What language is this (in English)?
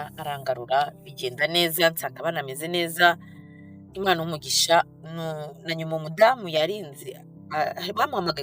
Kinyarwanda